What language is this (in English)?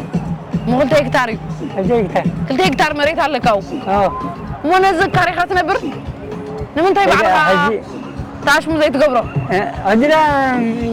Tigrinya